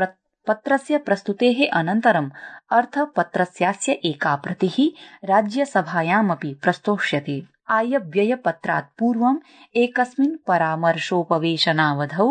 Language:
Sanskrit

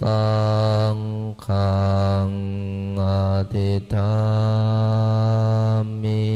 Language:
Pali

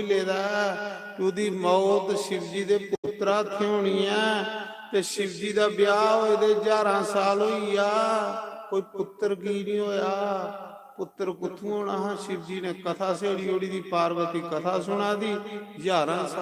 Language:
Dogri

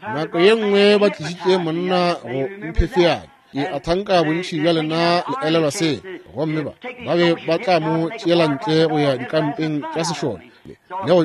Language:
Northern Sotho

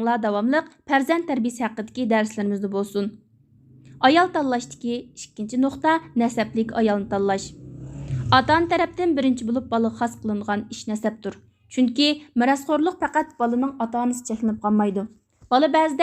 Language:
Uyghur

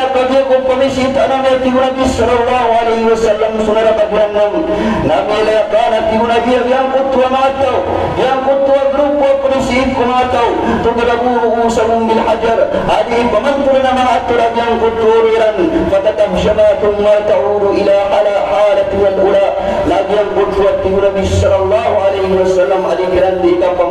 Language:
Maranao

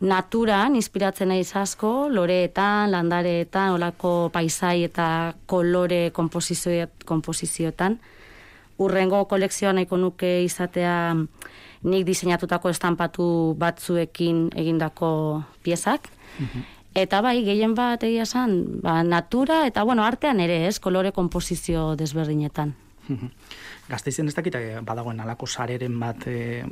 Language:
Basque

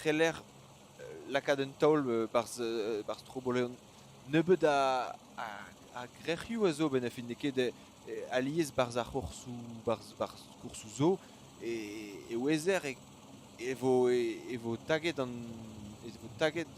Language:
Breton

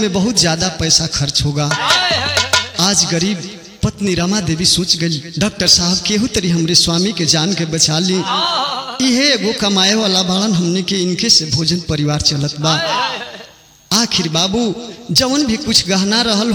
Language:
Bhojpuri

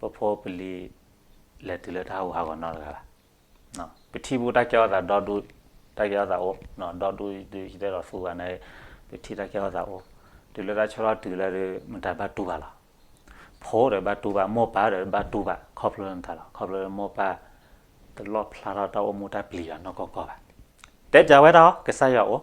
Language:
S'gaw Karen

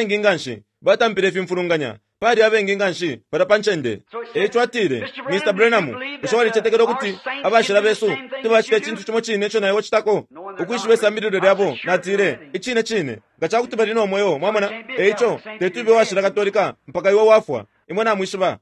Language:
Bemba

